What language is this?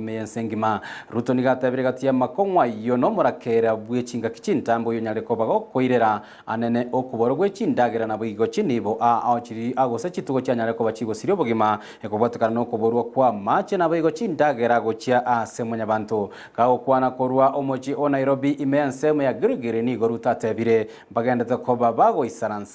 Gusii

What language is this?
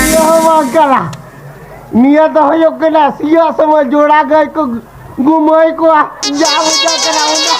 Santali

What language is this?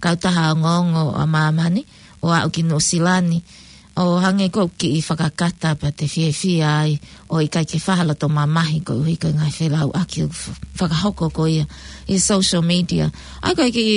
Tongan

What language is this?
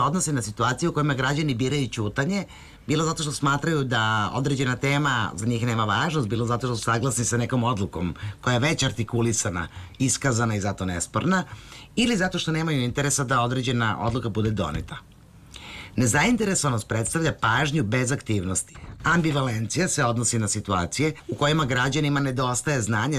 Serbian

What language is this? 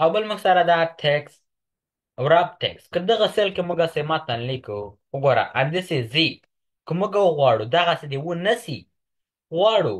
Pashto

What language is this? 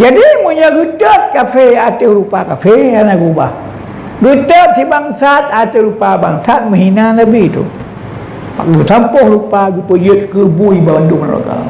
Achinese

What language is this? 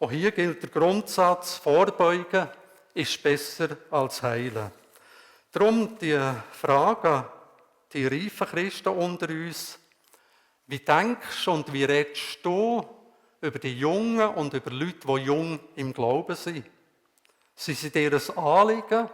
Swiss German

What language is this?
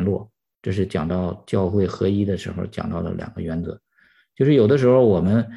Chinese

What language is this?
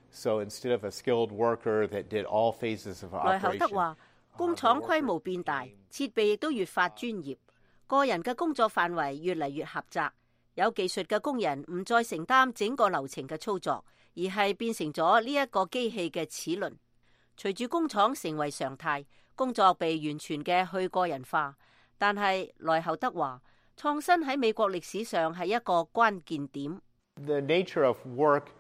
Cantonese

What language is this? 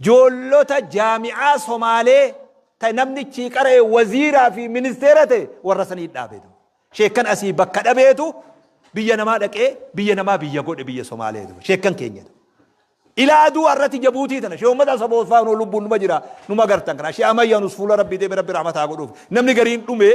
Oromo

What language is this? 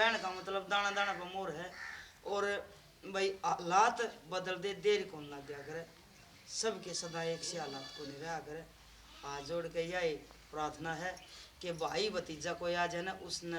Haryanvi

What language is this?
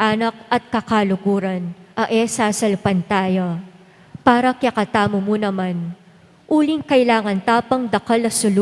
Pampanga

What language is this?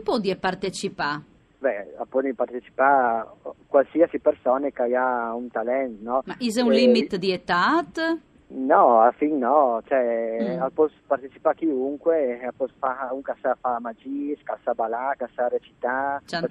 Friulian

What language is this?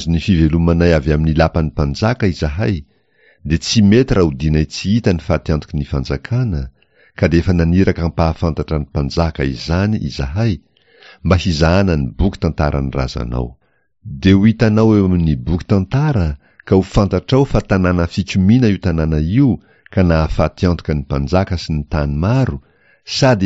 Malagasy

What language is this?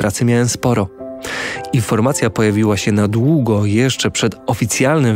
Polish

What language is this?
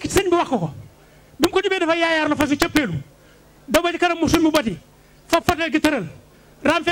Wolof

